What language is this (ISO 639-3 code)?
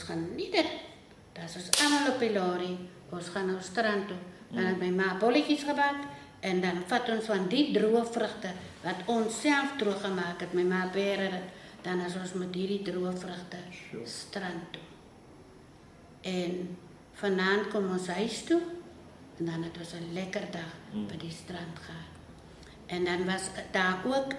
afr